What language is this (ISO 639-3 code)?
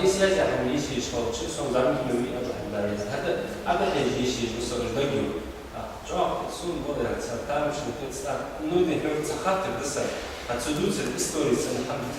inh